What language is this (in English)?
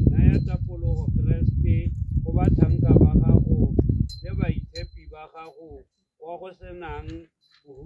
Tswana